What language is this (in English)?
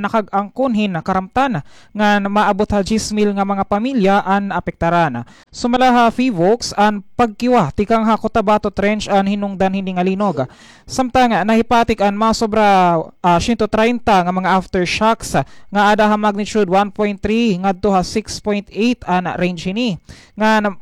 Waray